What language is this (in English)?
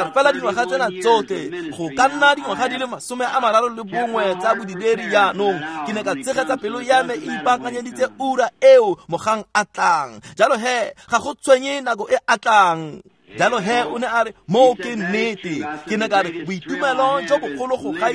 Tswana